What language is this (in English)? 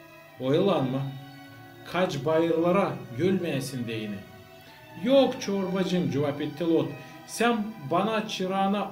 Gagauz